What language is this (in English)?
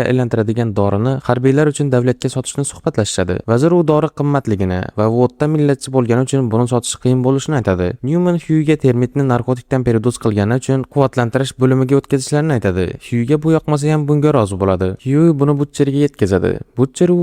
Uzbek